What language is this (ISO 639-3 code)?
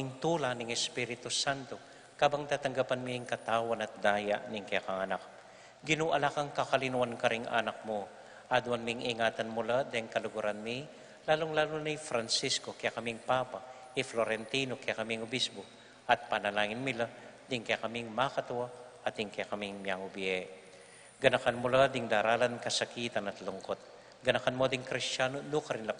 pam